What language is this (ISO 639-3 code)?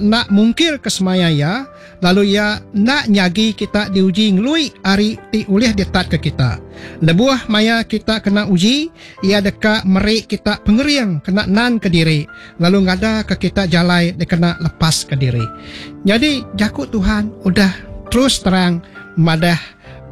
iba